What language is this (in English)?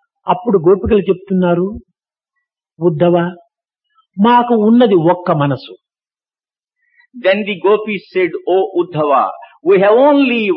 Telugu